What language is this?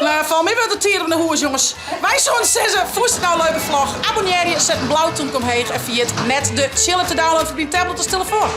Western Frisian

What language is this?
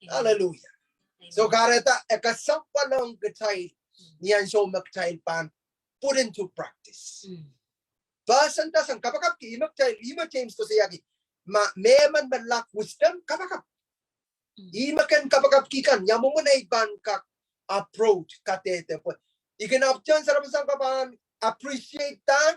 Pohnpeian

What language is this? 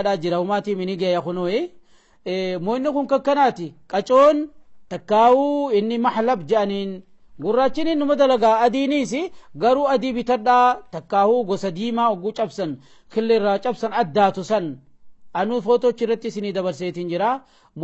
Oromo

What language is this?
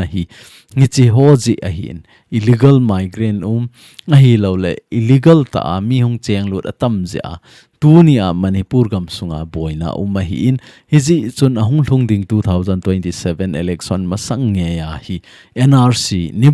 Thado Chin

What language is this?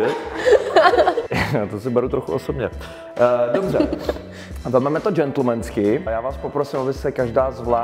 Czech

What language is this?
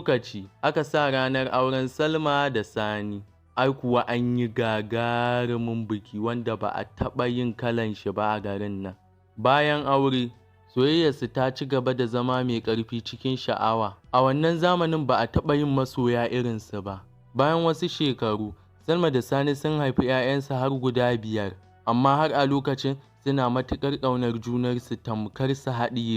Hausa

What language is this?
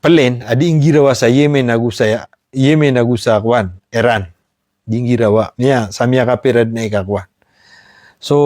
Maranao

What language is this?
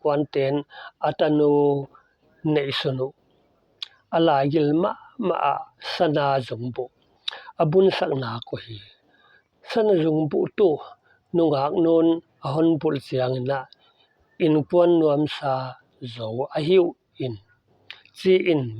Paite Chin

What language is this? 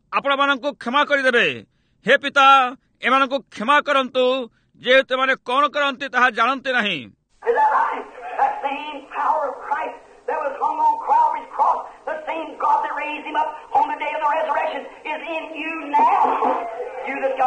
Odia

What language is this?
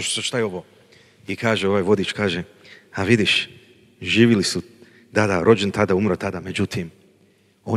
Croatian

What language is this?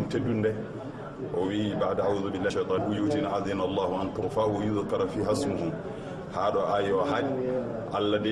Fula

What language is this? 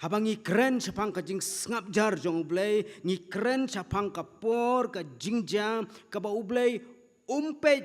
Khasi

